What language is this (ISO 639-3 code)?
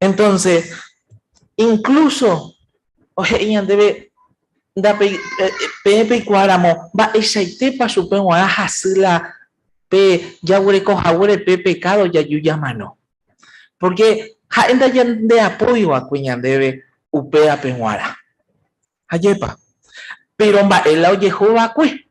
grn